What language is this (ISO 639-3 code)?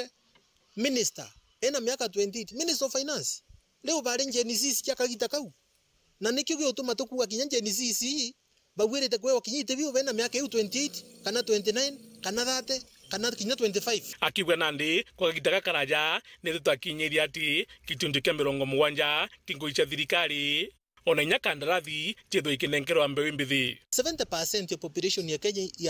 mer